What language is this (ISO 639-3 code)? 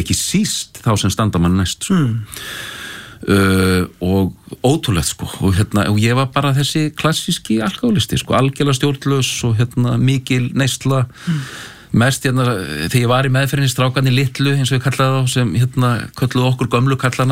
isl